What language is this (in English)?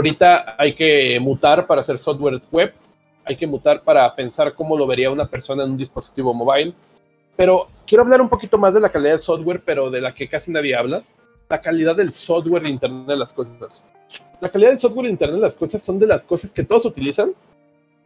Spanish